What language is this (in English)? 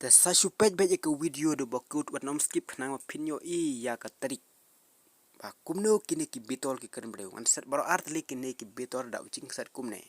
Khasi